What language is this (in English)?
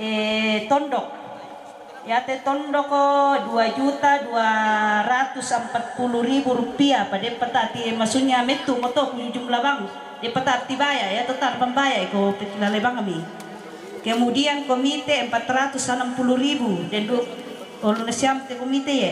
Toraja-Sa'dan